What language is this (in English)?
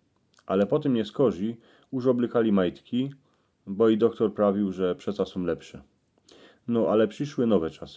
Silesian